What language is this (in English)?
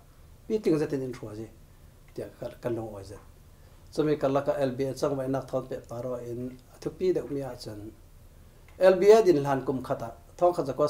Falam Chin